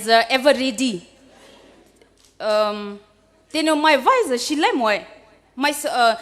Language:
Poumei Naga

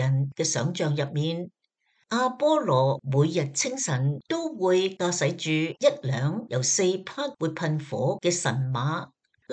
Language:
Cantonese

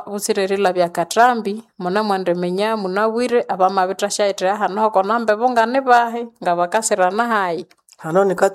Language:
Nande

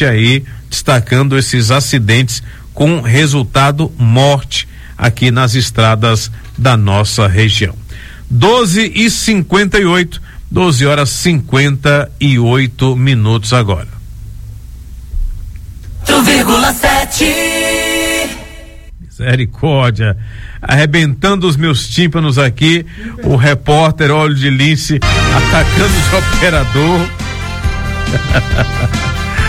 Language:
Portuguese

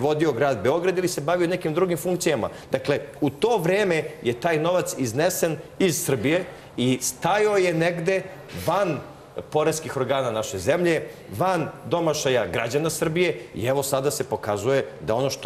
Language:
Serbian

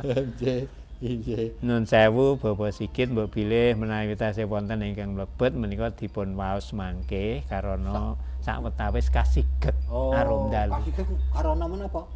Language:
Javanese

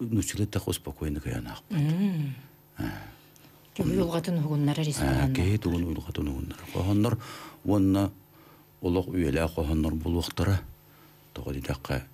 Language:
Yakut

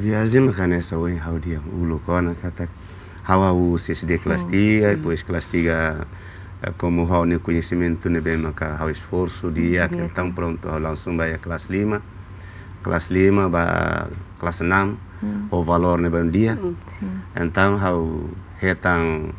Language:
Tetum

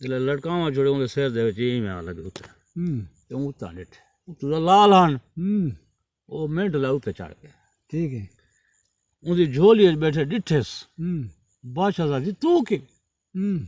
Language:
Saraiki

